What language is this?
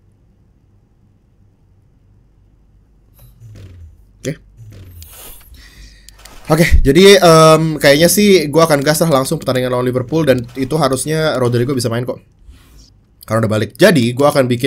Indonesian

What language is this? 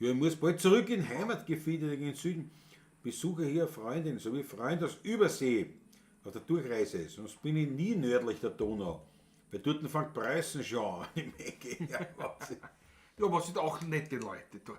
Bavarian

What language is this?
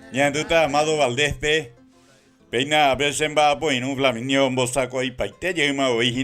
Guarani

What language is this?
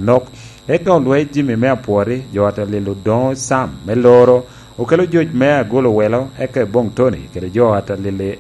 Lango (Uganda)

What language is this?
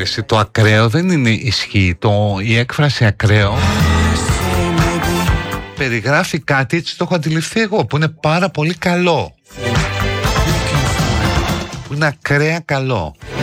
Greek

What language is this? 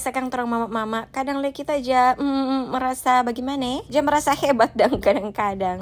Manado Malay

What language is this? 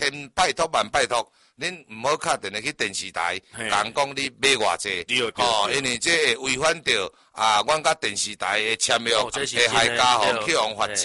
Min Nan Chinese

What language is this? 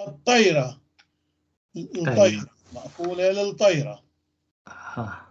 North Levantine Arabic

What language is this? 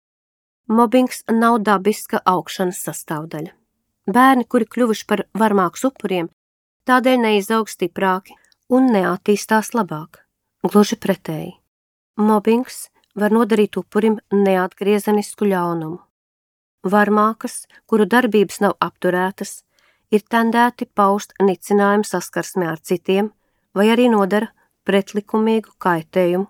Latvian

